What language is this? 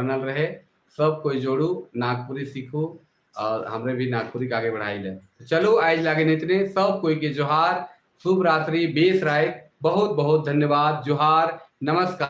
Sadri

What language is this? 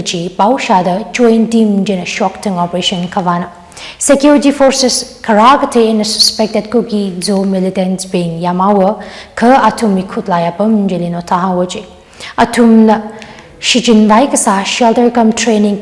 Tangkhul Naga (India)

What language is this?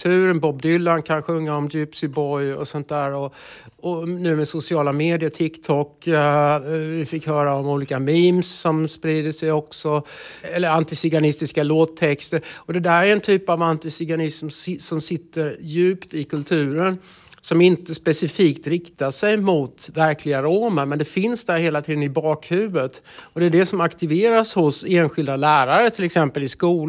Swedish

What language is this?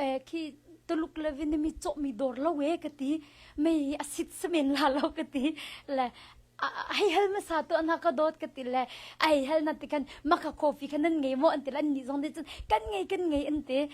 Hakha Chin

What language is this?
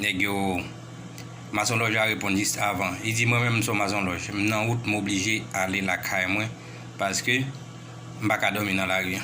Haitian Creole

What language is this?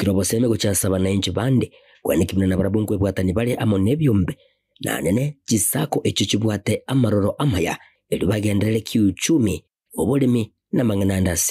Gusii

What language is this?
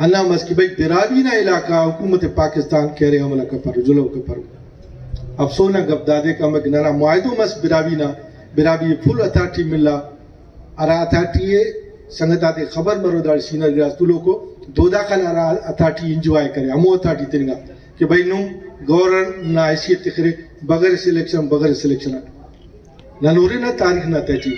Brahui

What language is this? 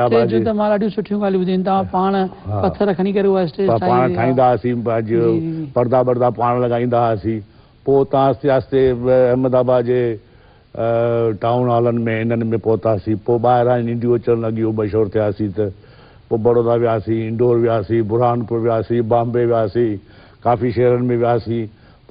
Sindhi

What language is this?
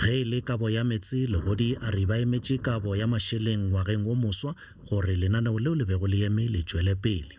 Northern Sotho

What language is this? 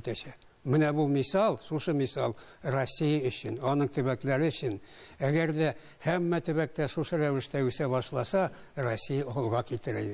Tatar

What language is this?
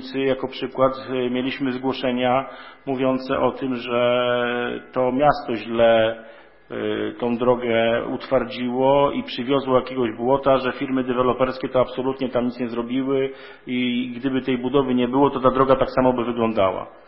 Polish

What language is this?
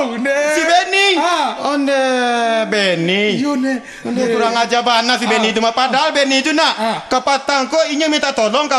Minangkabau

